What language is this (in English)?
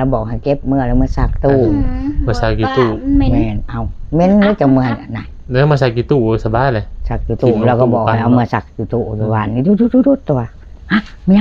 Lao